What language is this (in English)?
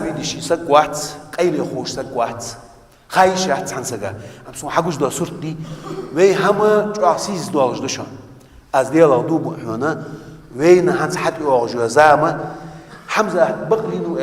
Ingush